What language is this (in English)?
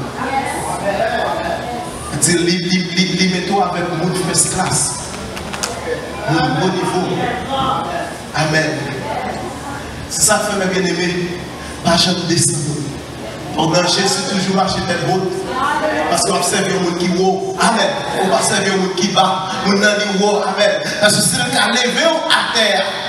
French